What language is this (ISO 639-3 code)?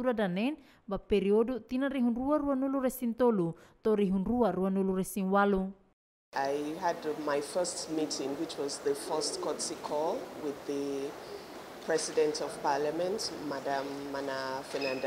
tet